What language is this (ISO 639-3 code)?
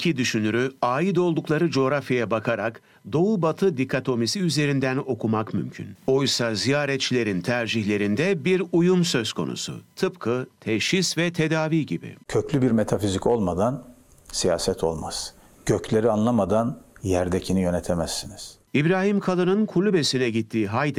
tur